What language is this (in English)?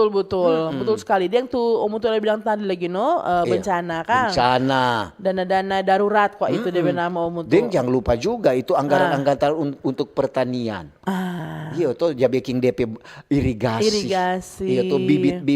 Manado Malay